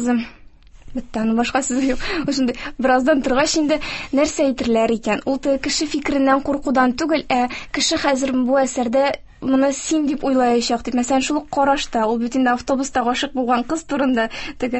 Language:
Tatar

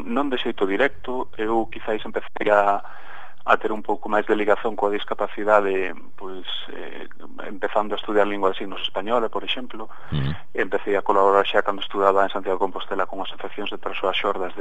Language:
Galician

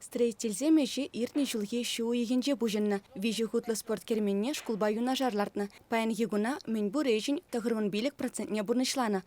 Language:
Chuvash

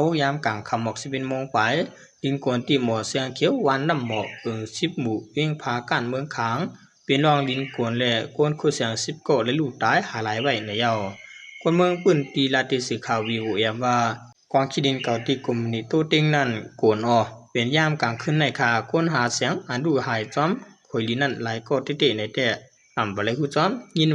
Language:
Shan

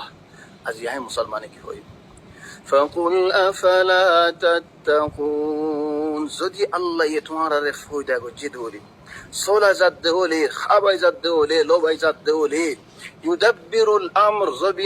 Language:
Rohingya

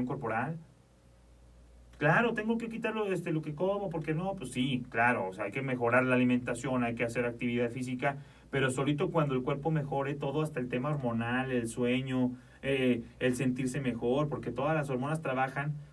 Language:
Spanish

